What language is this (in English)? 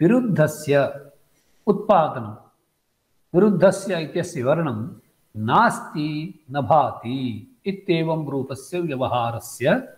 Sanskrit